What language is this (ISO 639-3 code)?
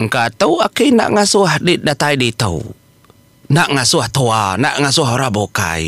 iba